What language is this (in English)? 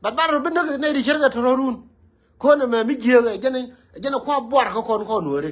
Nuer